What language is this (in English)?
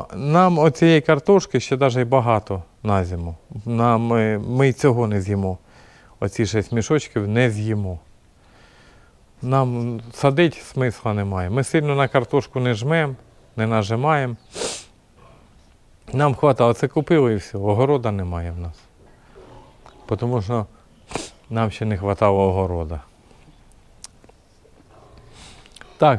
Ukrainian